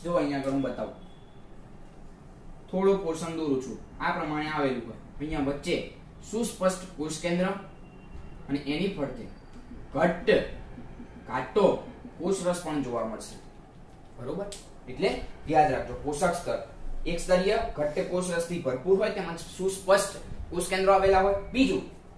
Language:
Gujarati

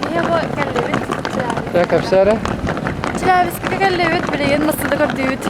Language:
Yakut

